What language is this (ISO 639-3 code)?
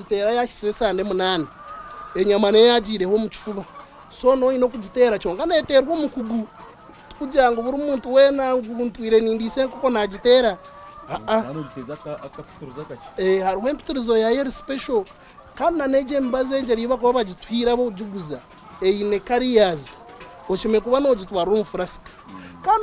nyn